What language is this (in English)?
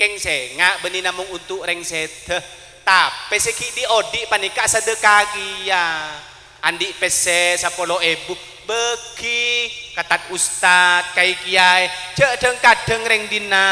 Madurese